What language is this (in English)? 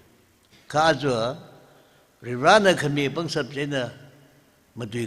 Tangkhul Naga (India)